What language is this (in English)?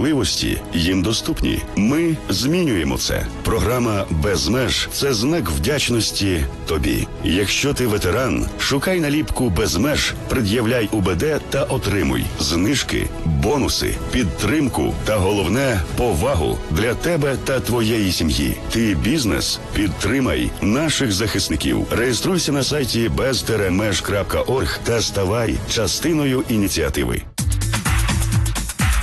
Ukrainian